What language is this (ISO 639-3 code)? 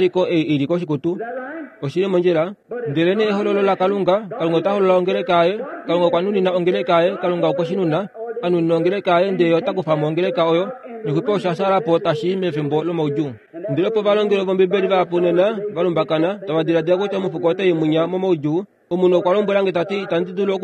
kua